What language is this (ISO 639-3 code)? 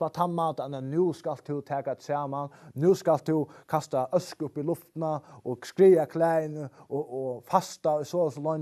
fao